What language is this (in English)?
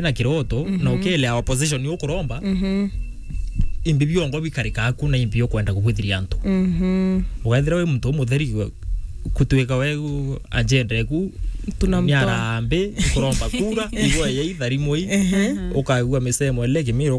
Meru